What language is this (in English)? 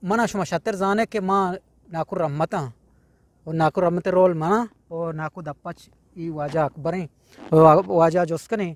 Eastern Balochi